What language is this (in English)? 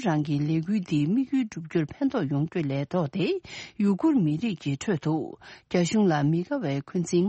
Tibetan